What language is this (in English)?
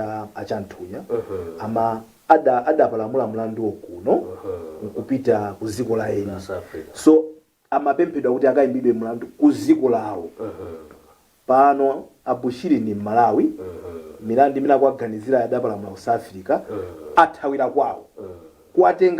Nyanja